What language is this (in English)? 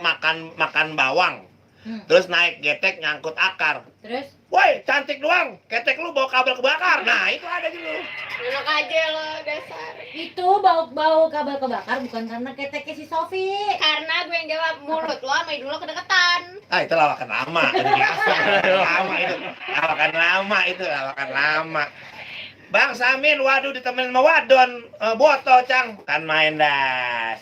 Betawi